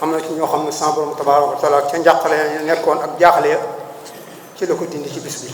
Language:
Wolof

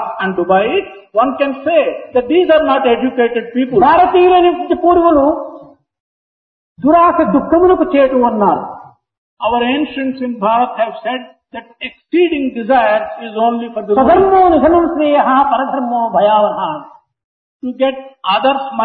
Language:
Telugu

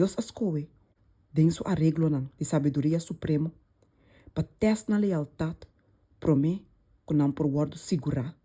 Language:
Papiamento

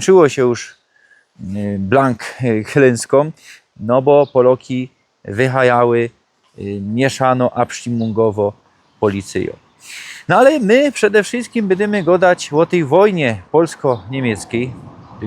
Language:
Silesian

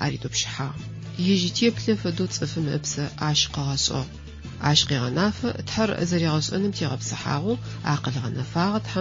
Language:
Adyghe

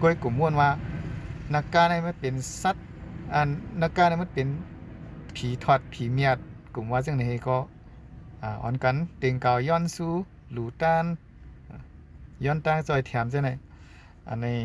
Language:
Shan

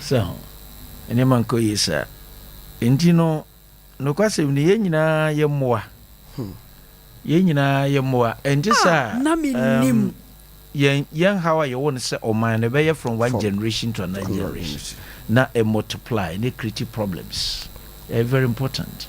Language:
Akan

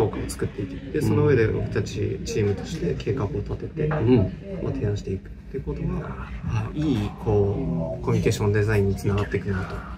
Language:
Japanese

